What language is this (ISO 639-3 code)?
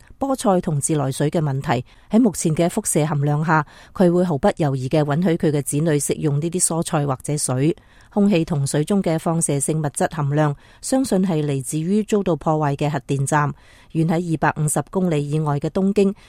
yue